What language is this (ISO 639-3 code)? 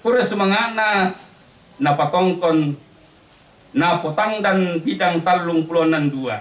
sda